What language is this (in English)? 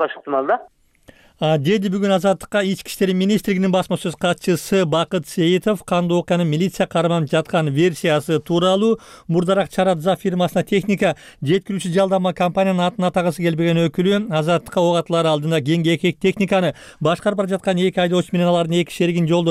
Kyrgyz